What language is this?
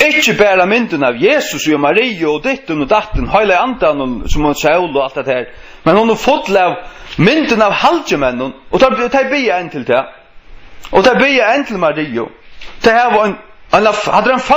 Faroese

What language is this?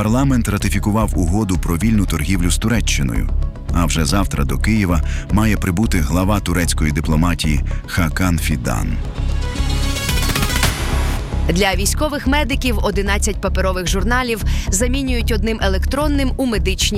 Ukrainian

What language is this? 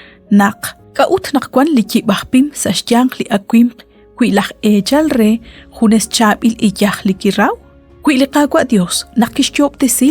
Kekchí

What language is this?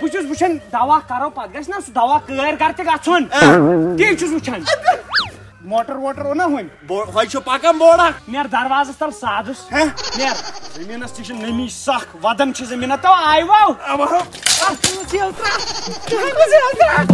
Kashmiri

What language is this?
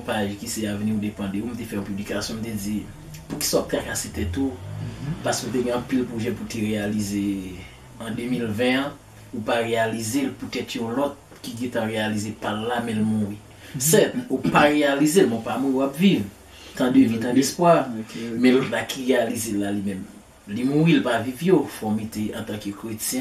Haitian Creole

